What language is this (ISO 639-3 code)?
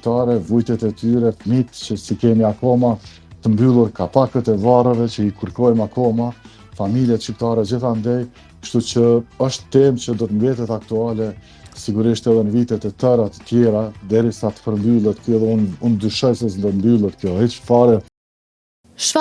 sqi